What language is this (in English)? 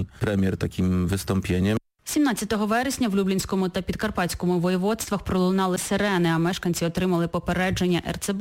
Ukrainian